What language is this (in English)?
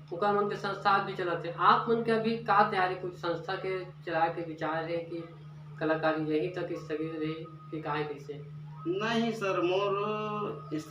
Chhattisgarhi